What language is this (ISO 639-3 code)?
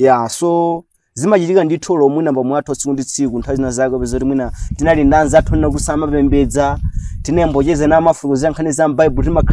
nya